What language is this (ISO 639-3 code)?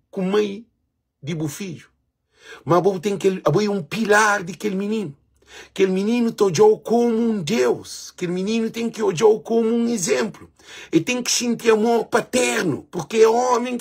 kea